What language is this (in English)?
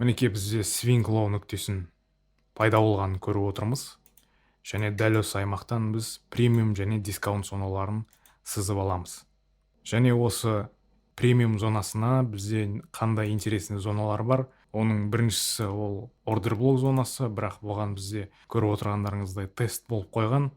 Kazakh